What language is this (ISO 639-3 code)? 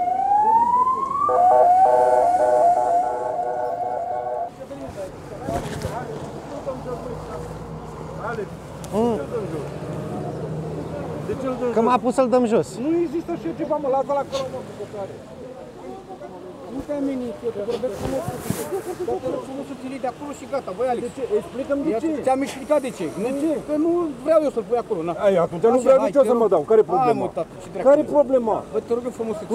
ron